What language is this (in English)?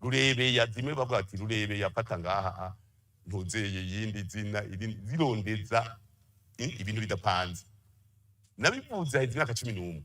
Rundi